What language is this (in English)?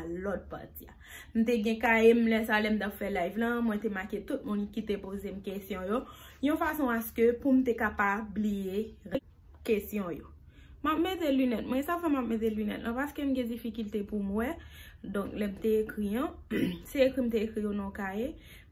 Haitian Creole